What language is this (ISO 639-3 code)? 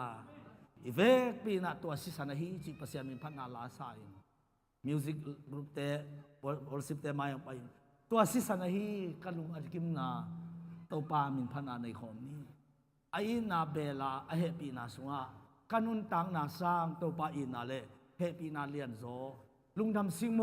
ctd